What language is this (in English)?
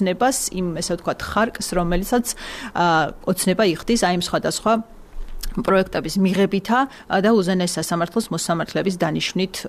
Georgian